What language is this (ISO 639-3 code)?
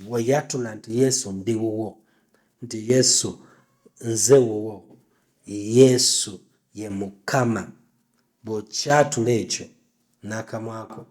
lug